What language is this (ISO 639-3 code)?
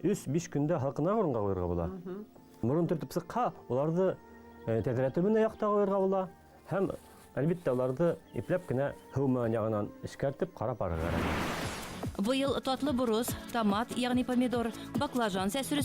bak